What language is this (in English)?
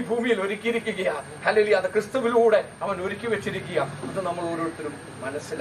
Malayalam